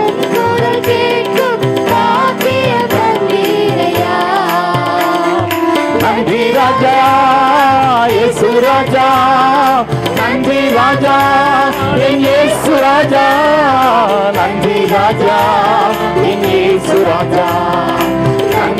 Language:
Tamil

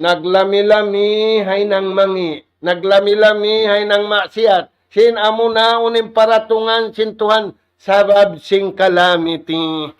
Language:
Tausug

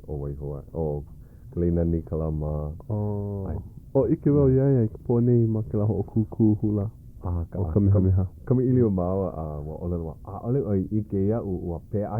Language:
Hawaiian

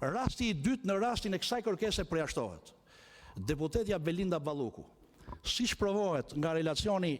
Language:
Albanian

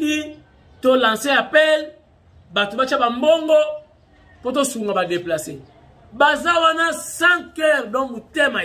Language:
Lingala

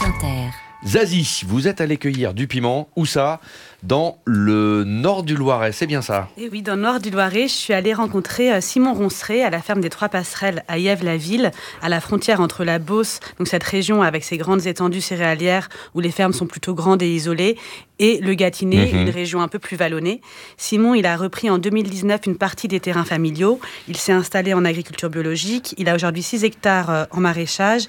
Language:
French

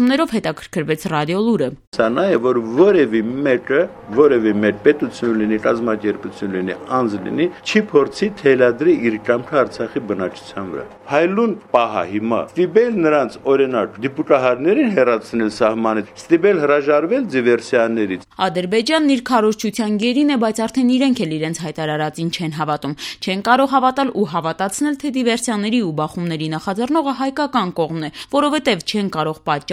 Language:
Armenian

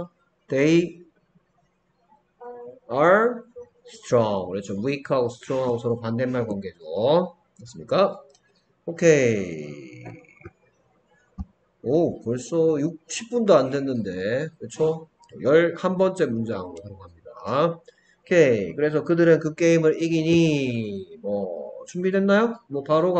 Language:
Korean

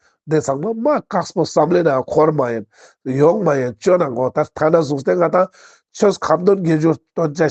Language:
Ladakhi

